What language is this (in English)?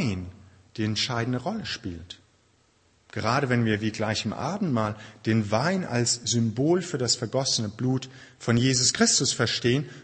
German